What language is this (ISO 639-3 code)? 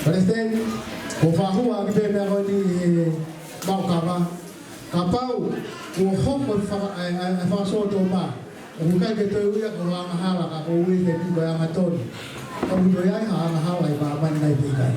ton